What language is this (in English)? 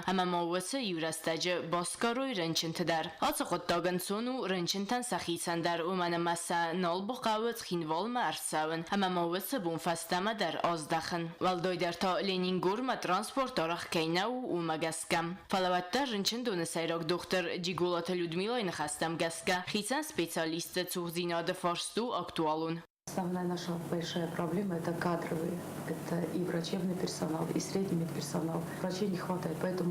Ossetic